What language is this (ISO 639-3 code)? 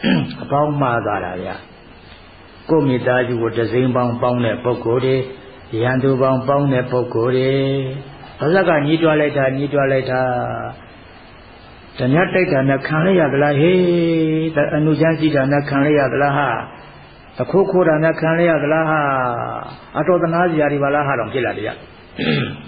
mya